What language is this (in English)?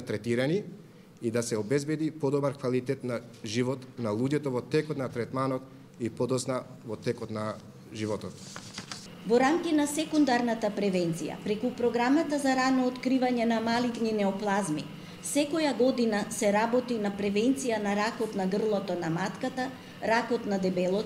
Macedonian